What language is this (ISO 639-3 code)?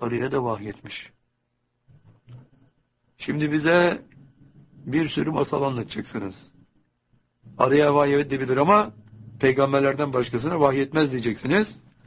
tur